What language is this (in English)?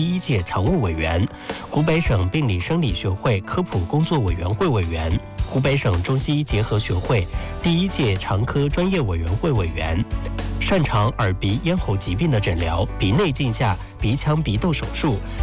Chinese